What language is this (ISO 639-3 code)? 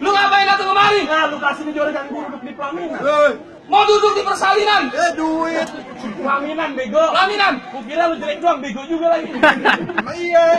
bew